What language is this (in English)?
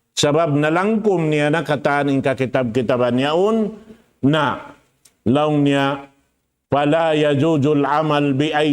Tausug